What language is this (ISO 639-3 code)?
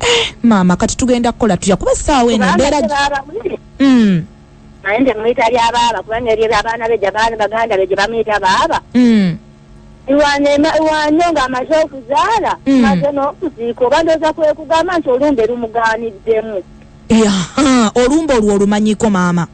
lug